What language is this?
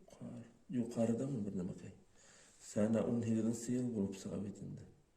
Bashkir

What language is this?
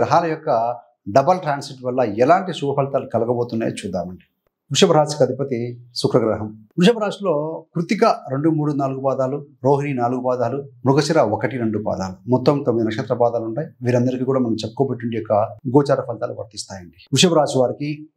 Telugu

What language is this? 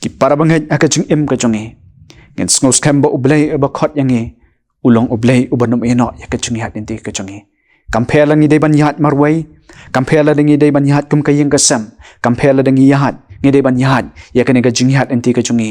Khasi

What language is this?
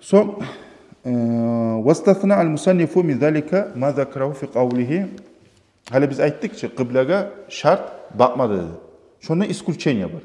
Kumyk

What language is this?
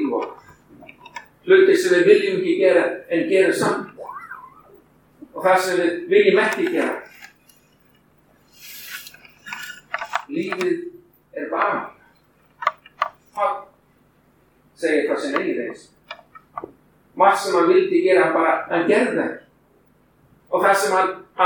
Icelandic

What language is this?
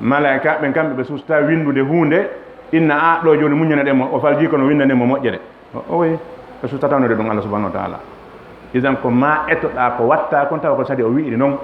Fula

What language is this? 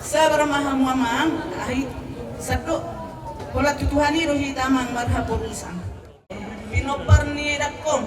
Batak Simalungun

